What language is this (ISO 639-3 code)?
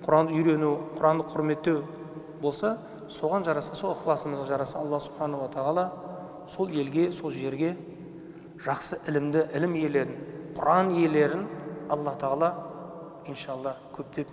kaz